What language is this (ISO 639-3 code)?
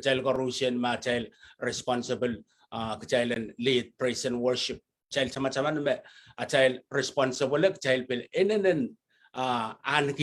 pon